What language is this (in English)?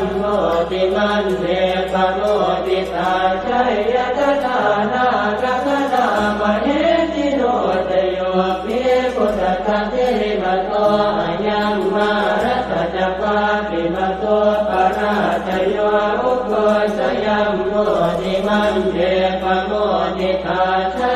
Pali